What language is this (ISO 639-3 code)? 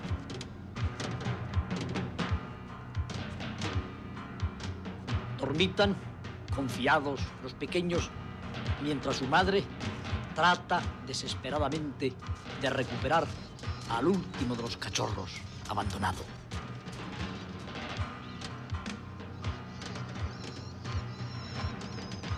spa